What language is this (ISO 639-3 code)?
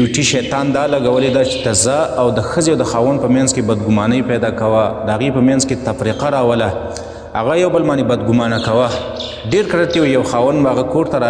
pus